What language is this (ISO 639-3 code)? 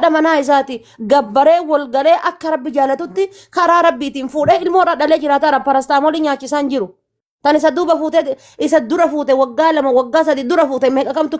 orm